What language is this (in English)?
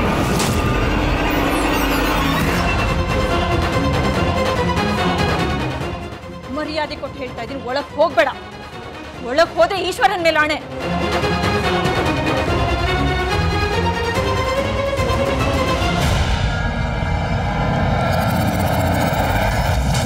Kannada